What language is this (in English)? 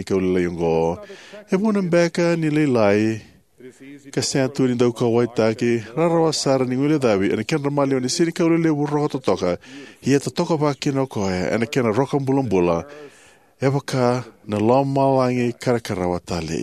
Fijian